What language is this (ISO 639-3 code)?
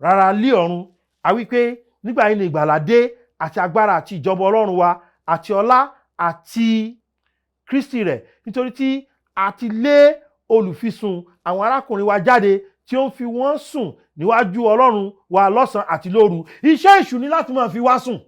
yor